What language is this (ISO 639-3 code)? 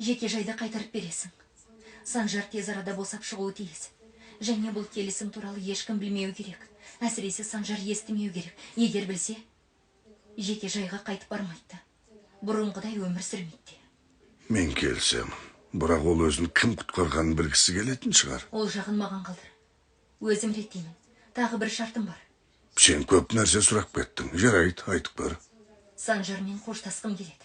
kaz